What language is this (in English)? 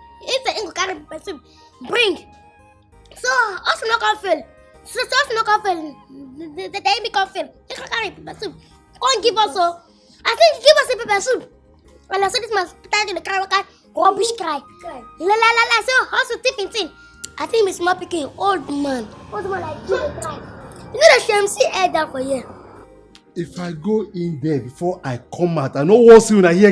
Nigerian Pidgin